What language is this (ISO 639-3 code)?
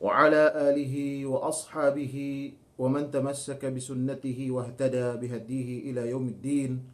yka